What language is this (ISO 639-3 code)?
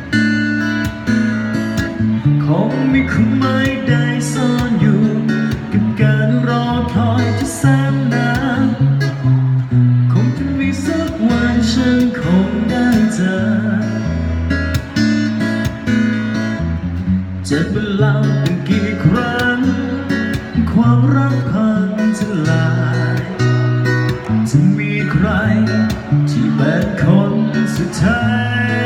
tha